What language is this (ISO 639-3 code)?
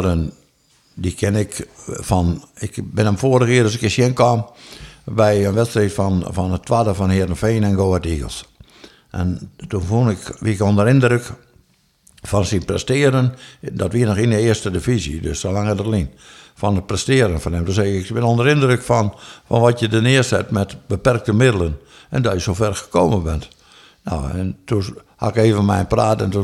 fry